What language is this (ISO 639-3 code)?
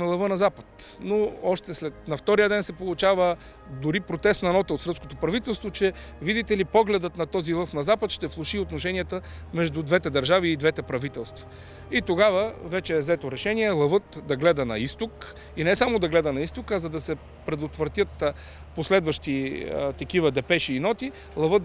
bul